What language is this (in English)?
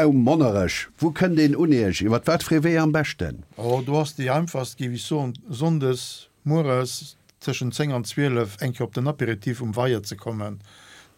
Luxembourgish